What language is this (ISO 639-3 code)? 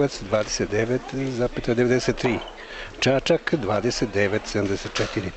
srp